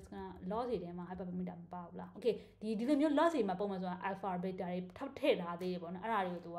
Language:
Burmese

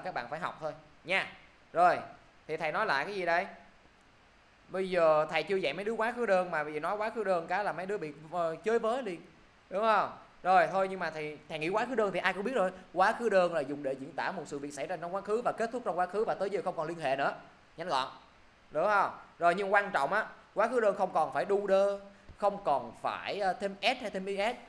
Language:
Vietnamese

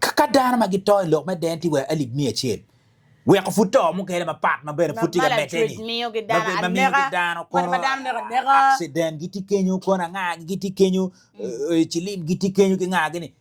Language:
Acoli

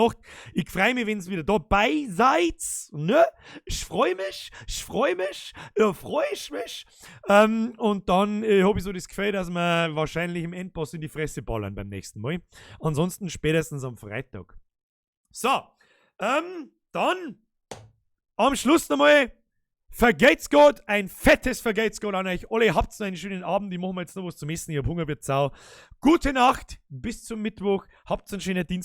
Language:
Bavarian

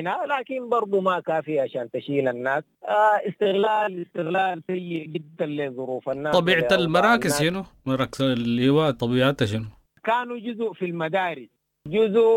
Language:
Sudanese Arabic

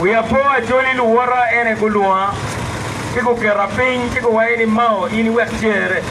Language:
Acoli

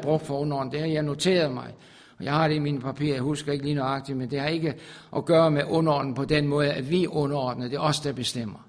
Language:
Danish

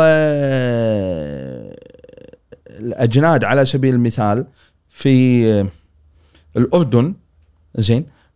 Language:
Gulf Arabic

